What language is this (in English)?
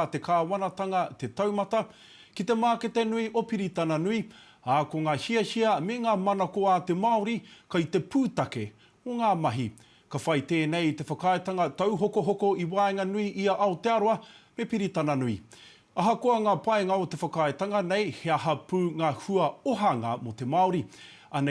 Māori